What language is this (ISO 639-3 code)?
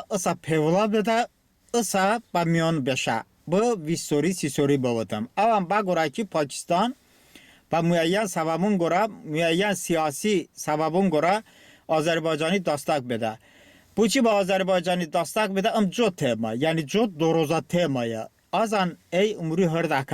tly